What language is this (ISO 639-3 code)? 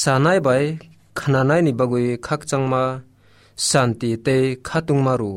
trp